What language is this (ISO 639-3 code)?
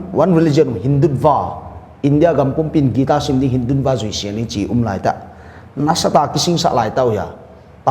pck